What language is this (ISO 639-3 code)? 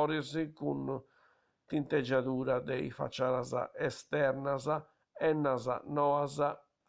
srd